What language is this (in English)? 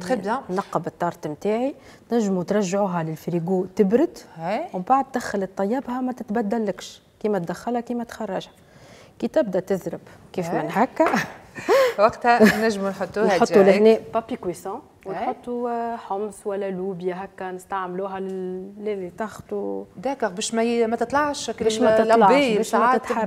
Tunisian Arabic